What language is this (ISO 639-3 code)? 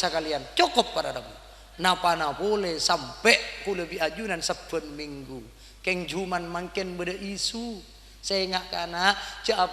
mad